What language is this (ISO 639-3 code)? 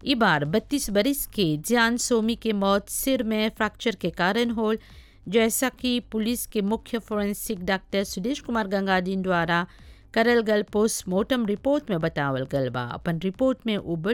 bho